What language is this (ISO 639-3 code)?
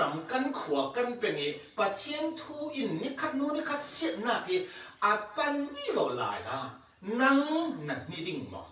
cfm